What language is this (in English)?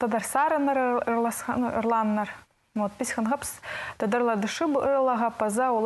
Khakas